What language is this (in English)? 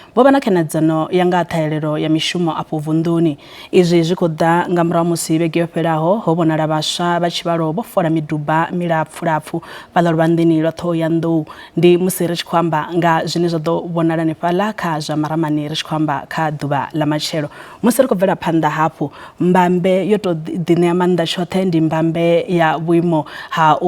Venda